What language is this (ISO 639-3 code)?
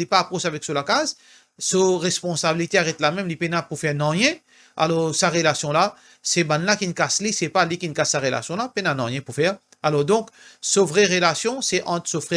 mfe